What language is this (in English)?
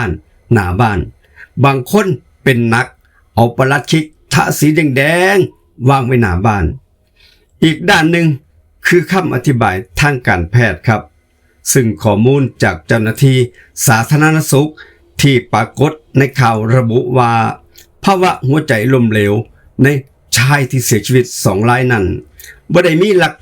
Lao